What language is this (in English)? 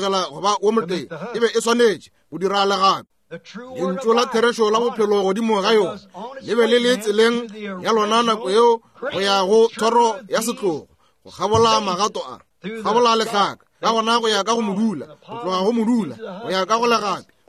Northern Sotho